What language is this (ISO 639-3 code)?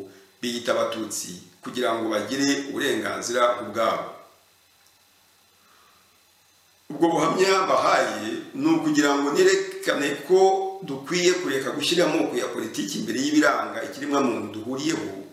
kin